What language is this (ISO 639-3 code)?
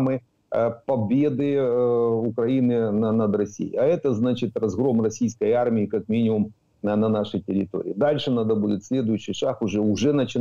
rus